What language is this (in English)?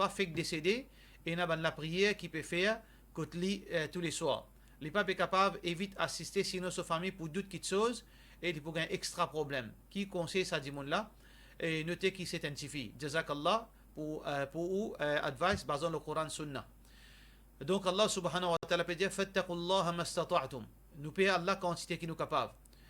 Morisyen